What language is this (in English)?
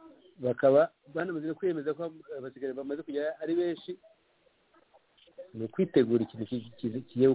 Kinyarwanda